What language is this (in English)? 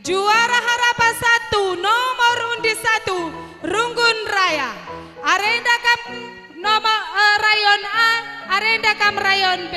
Batak Karo